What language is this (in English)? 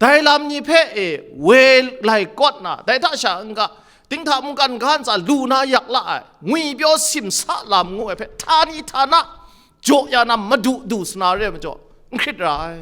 Kachin